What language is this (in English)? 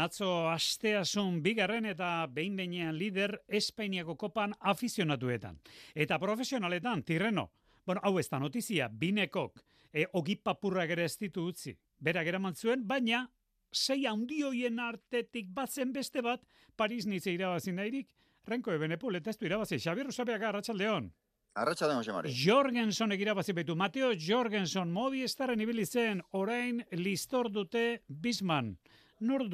Basque